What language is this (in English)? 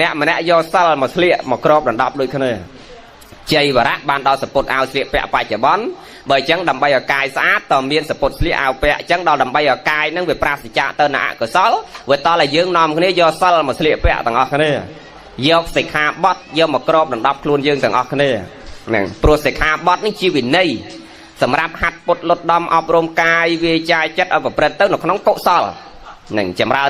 Khmer